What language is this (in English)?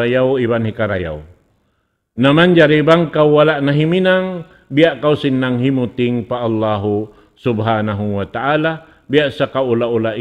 Tausug